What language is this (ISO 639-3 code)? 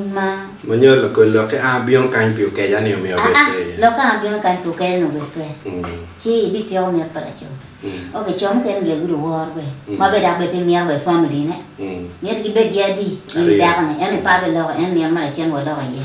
ach